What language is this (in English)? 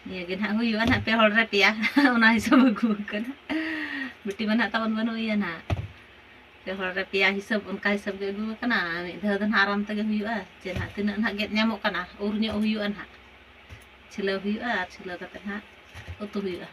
Santali